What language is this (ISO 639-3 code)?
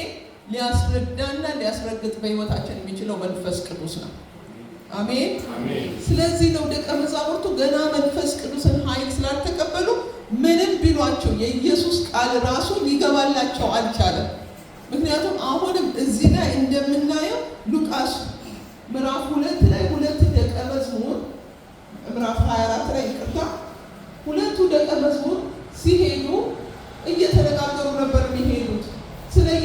amh